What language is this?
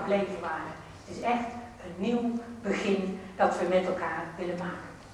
Dutch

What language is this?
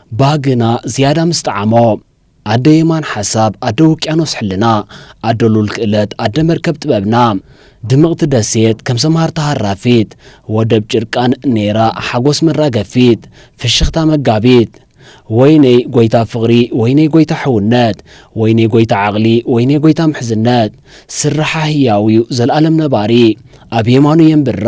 Tigrinya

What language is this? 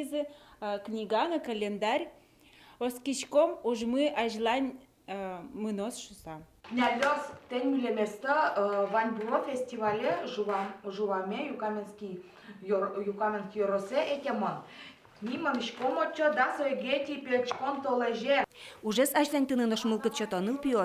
Udmurt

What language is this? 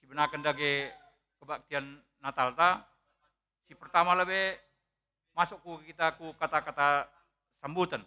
Batak Karo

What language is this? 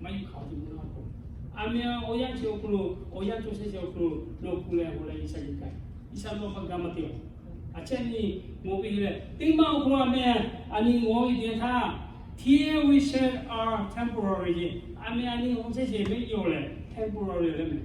Lahu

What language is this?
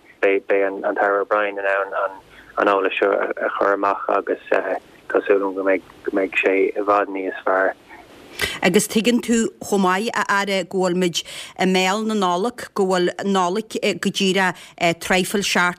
Irish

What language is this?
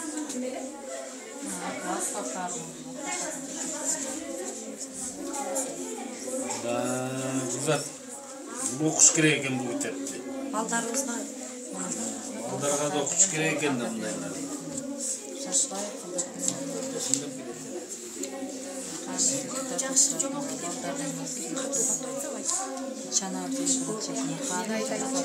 Kyrgyz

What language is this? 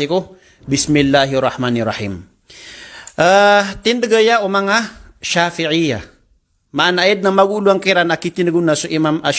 Maranao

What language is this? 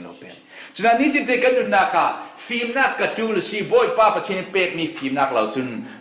Falam Chin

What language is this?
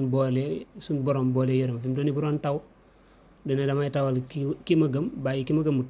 Wolof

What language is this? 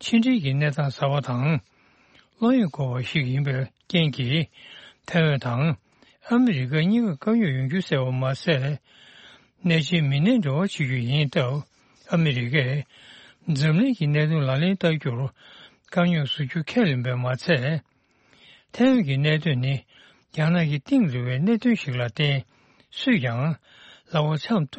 Tibetan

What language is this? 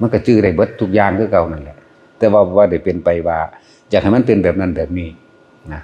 Northeastern Thai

